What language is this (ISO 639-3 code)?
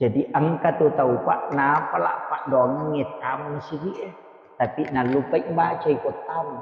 bug